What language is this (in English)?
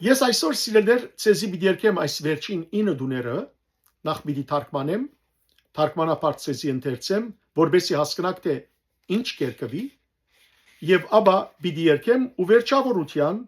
Western Armenian